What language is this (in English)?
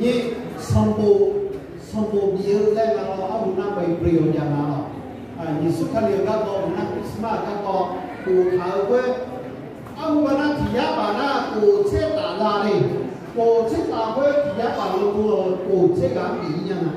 Akha